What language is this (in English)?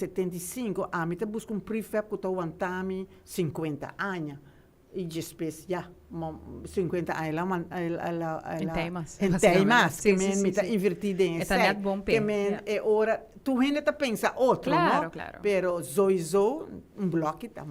Papiamento